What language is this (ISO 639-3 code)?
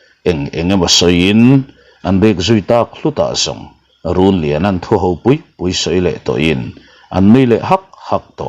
lus